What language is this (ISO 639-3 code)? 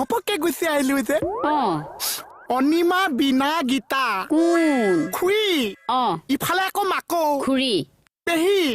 asm